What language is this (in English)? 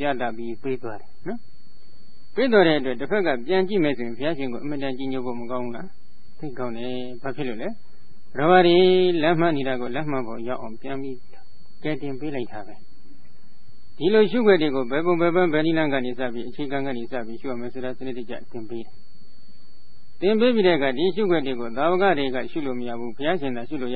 Burmese